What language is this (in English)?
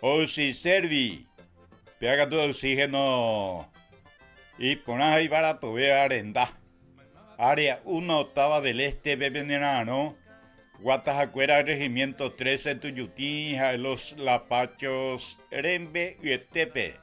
Guarani